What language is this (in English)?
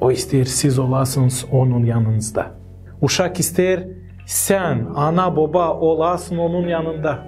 Gagauz